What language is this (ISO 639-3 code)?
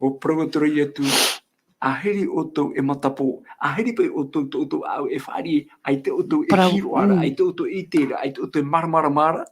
tah